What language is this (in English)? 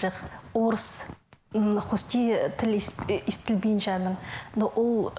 Khakas